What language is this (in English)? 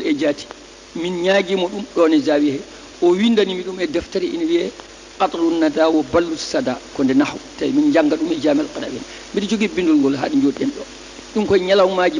Fula